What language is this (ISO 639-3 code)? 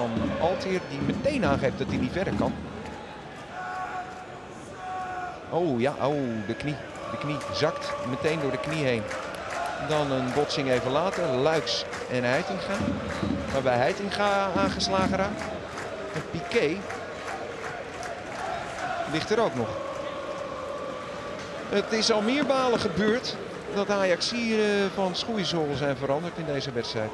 nld